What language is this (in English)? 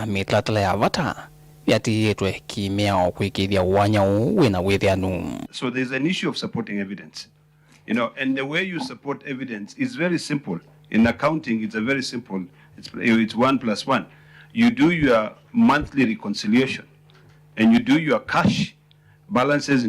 Kamba